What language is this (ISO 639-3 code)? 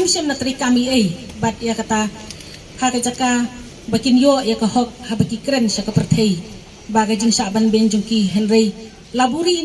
kha